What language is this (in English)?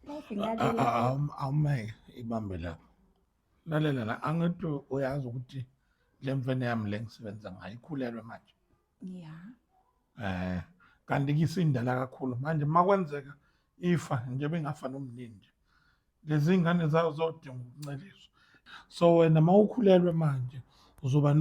Zulu